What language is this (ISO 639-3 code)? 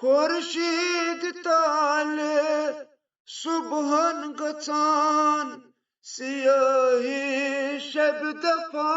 kas